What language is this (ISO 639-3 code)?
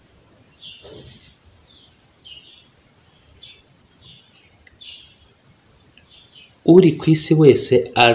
kin